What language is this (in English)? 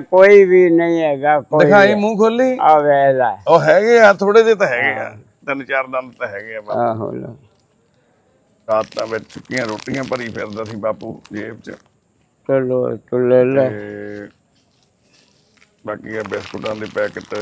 Punjabi